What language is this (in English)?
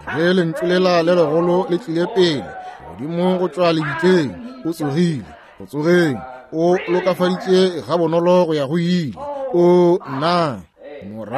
Northern Sotho